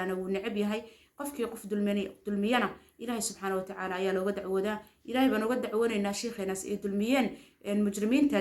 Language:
Somali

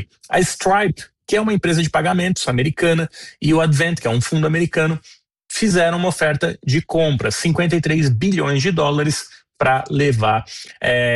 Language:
Portuguese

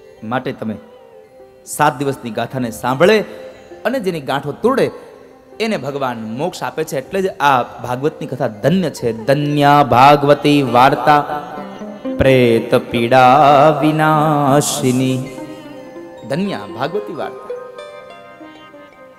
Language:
Gujarati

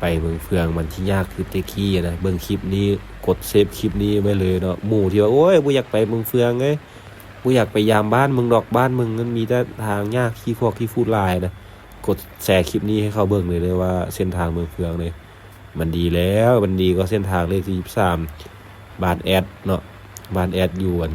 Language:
Lao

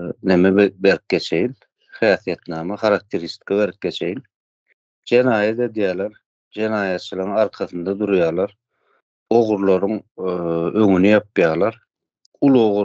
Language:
Turkmen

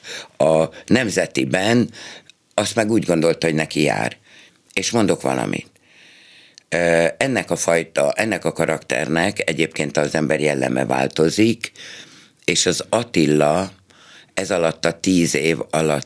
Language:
Hungarian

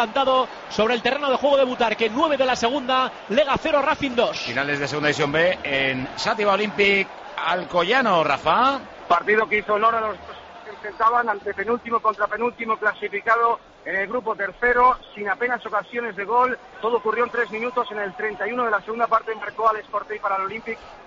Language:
Spanish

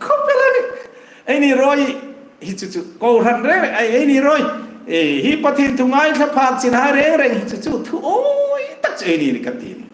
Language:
Hmar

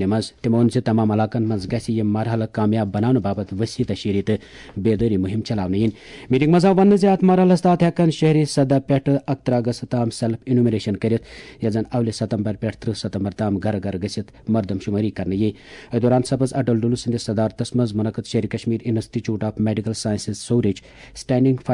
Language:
Kashmiri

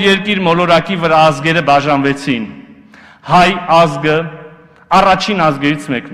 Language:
Armenian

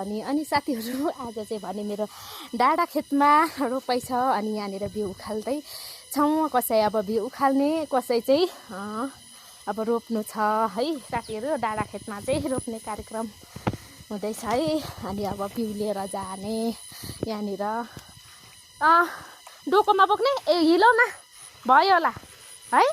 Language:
Nepali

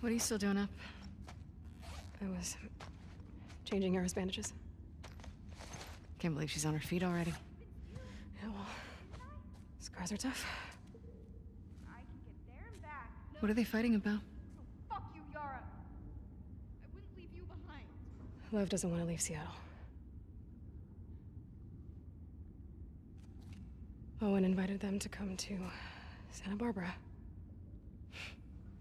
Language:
English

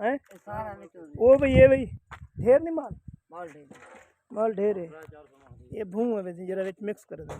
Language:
Saraiki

